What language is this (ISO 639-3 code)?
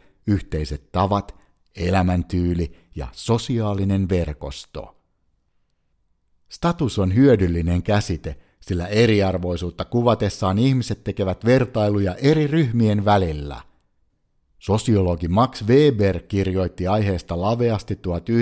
fin